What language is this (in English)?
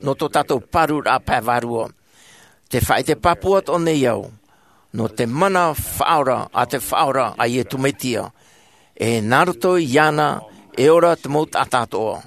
Tahitian